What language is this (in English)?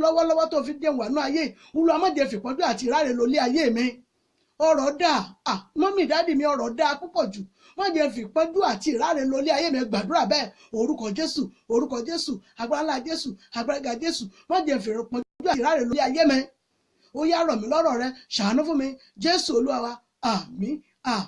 Yoruba